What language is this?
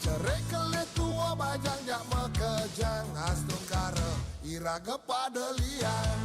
Balinese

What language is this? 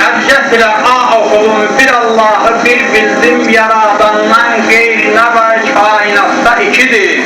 South Azerbaijani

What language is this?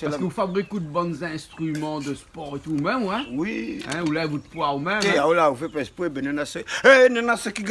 Réunion Creole French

